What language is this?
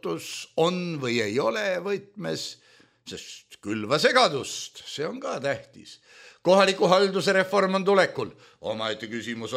Estonian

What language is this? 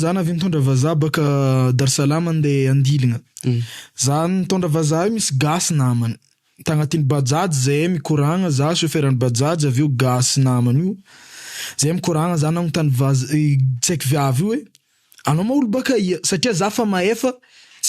Malagasy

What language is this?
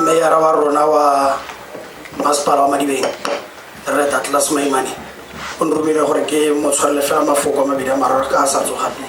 Tswana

